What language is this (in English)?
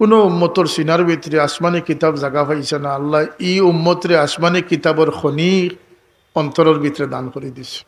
Sylheti